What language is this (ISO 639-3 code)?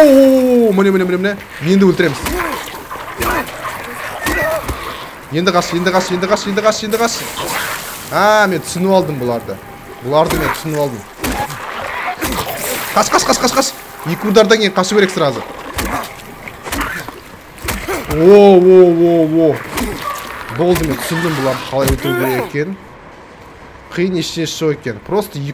kaz